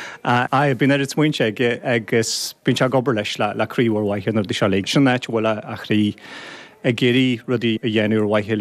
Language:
Irish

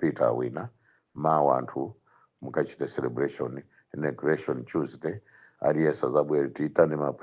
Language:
Nyanja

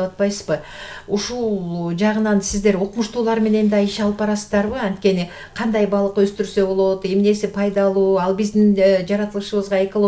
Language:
Kyrgyz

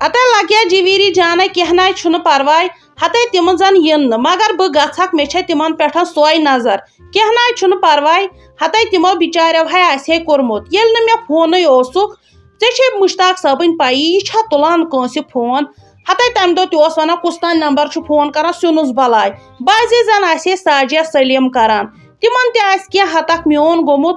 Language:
Kashmiri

